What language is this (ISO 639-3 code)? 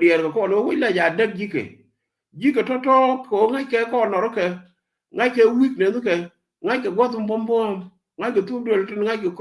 nus